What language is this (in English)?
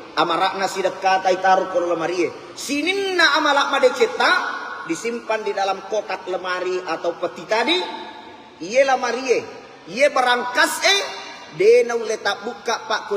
Buginese